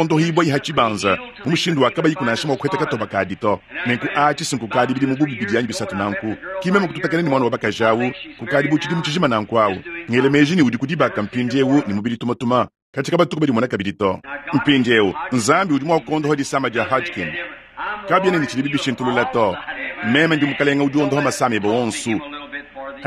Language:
Luba-Lulua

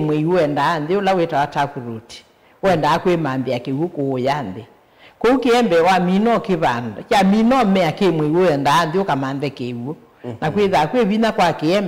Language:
Kamba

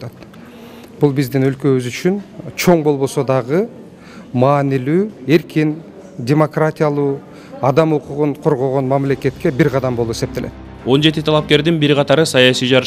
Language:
Kyrgyz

